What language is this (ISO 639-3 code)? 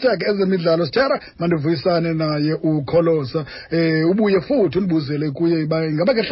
xho